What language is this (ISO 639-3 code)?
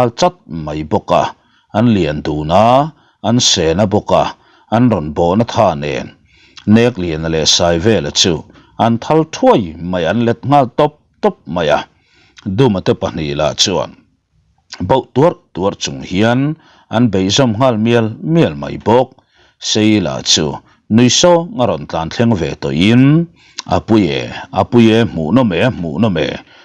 lus